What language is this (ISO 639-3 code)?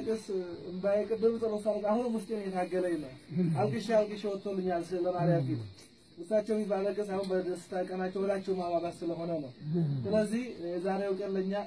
amh